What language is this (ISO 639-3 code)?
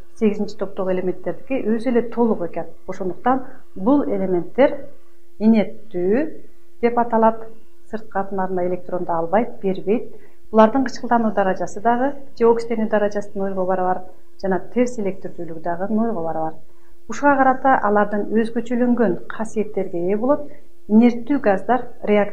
kir